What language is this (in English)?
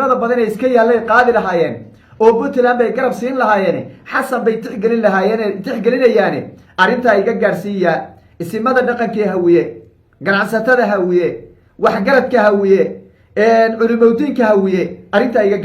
Somali